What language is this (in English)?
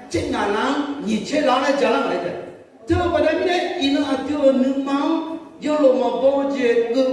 Akha